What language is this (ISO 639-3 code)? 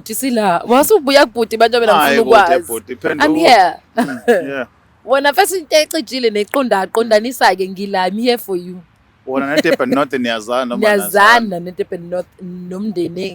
zul